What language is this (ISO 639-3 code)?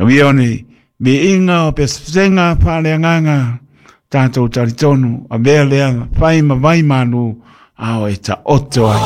smo